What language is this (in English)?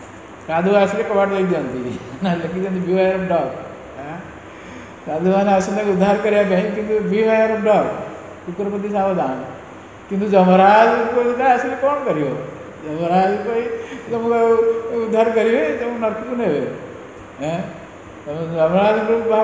Odia